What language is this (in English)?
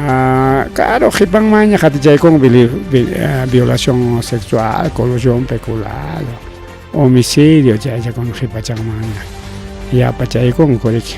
Ayacucho Quechua